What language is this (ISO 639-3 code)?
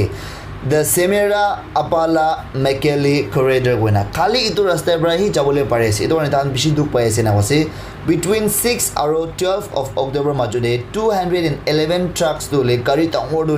nag